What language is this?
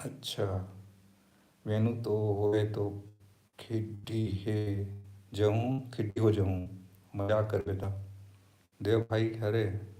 Chhattisgarhi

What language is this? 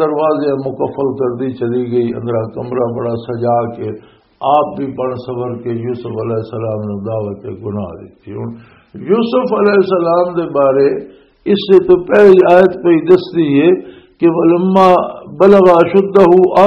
Western Panjabi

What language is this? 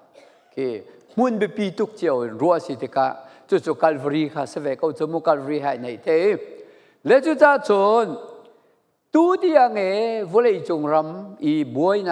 Falam Chin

